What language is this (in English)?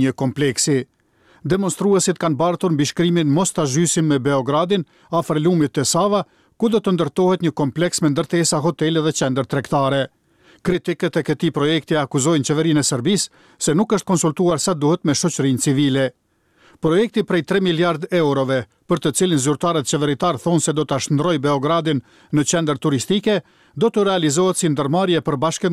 Albanian